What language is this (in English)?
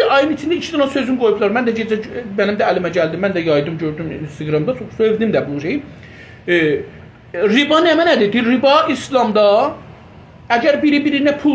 South Azerbaijani